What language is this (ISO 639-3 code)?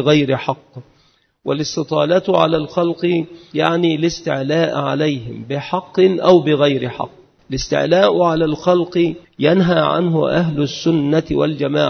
ara